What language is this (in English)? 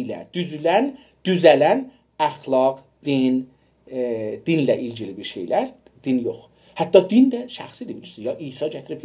South Azerbaijani